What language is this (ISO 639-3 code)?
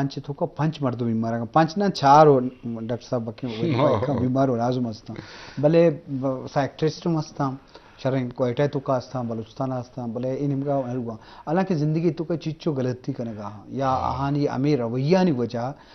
bgp